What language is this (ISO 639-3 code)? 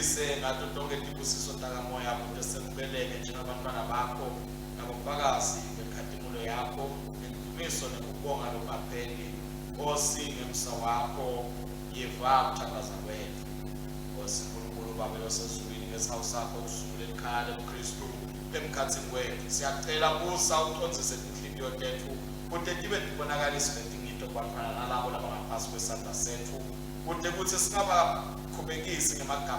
ssw